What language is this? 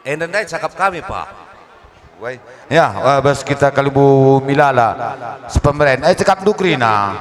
Batak Karo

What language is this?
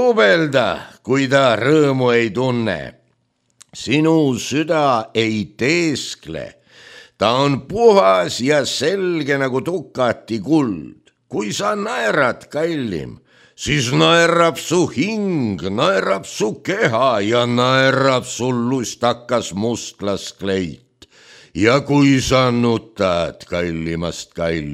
Estonian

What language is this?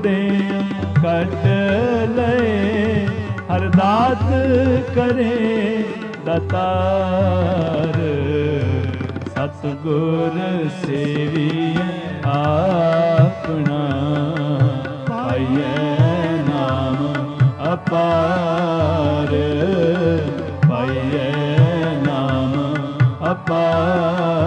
Punjabi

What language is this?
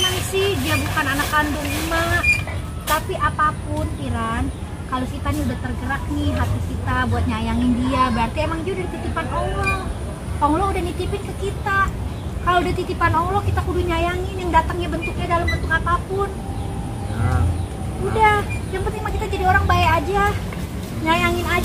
Betawi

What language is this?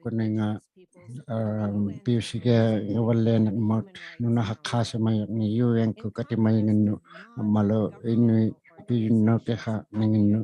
Inuktitut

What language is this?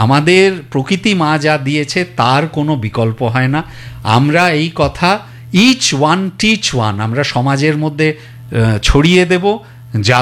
Bangla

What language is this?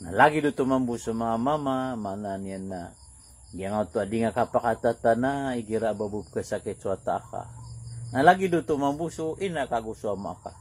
Maranao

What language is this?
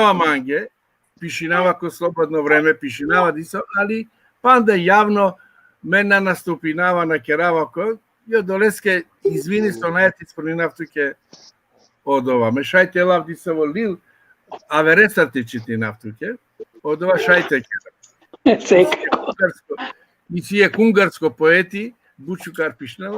Balkan Romani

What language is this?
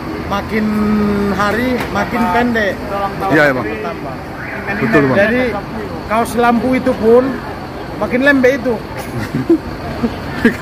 Indonesian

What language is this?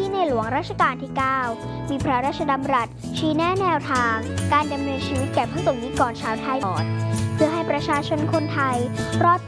Thai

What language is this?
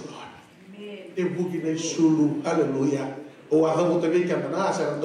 Fijian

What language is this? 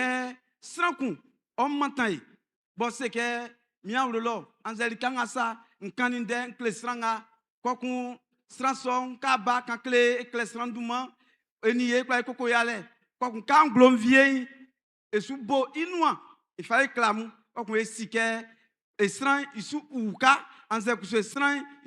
Baoulé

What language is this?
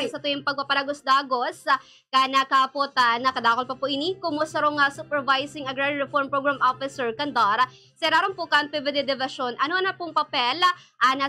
Bikol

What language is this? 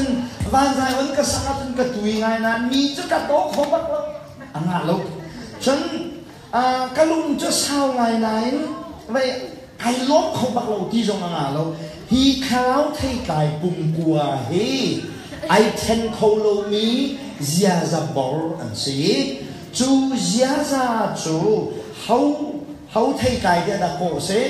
Hakha Chin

